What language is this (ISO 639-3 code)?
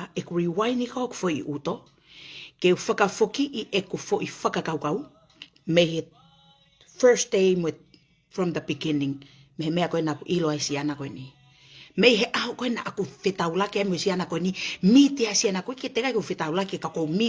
ton